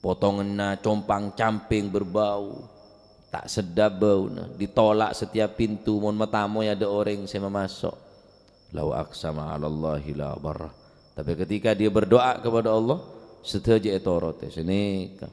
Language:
Madurese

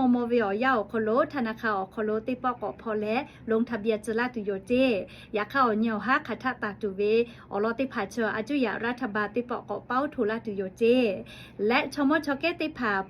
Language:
Lahu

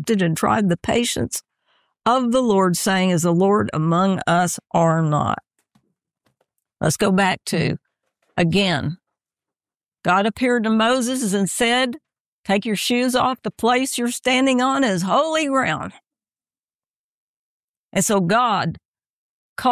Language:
English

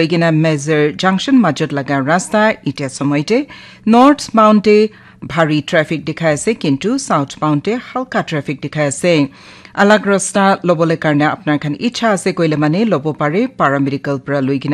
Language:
Naga Pidgin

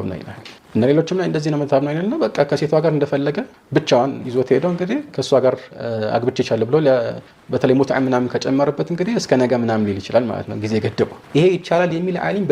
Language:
Amharic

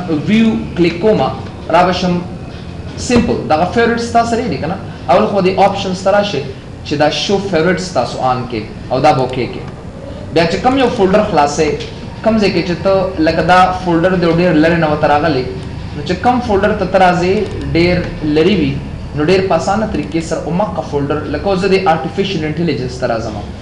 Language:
Pashto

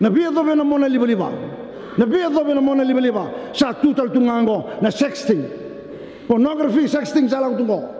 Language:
Fijian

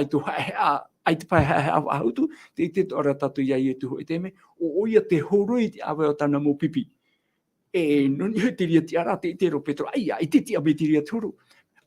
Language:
Tahitian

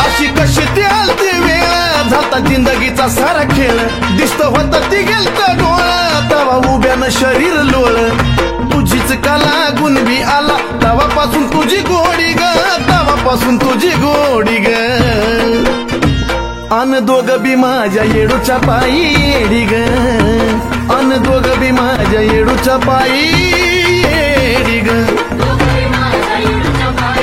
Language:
Marathi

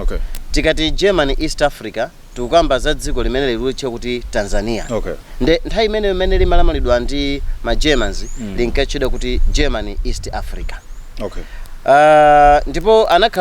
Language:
Nyanja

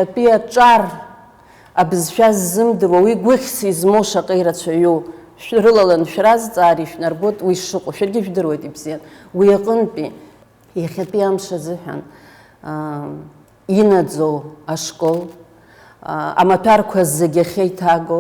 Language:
Abkhazian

